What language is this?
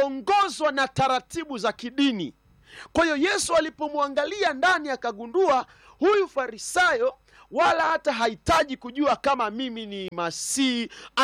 Swahili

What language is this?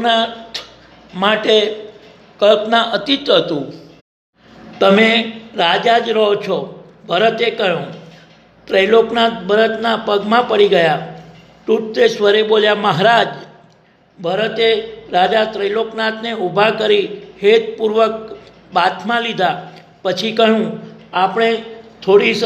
Gujarati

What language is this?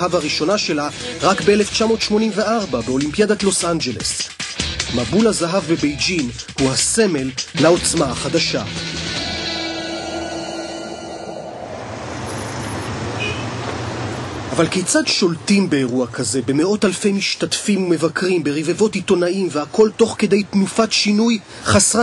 Hebrew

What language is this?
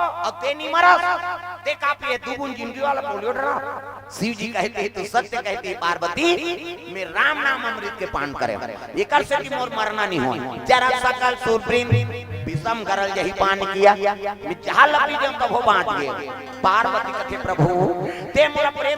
Chhattisgarhi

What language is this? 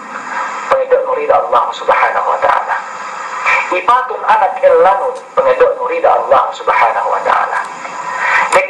Yakan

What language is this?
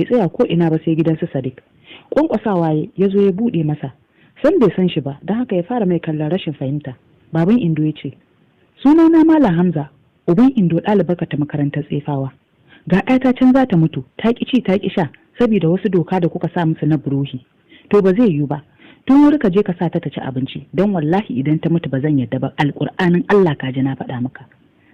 Hausa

